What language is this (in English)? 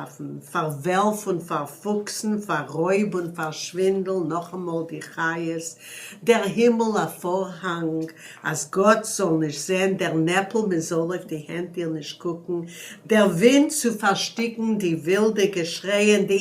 Yiddish